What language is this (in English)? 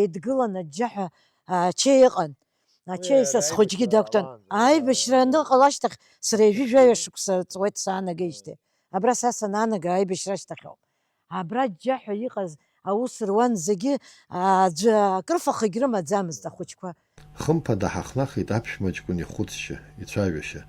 Abkhazian